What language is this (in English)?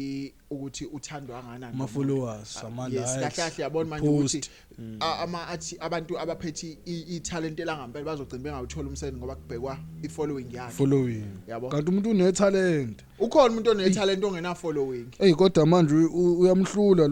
Zulu